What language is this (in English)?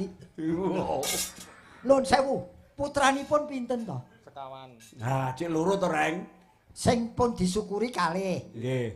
Javanese